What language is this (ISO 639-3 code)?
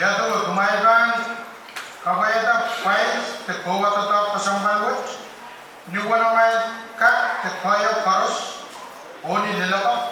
pon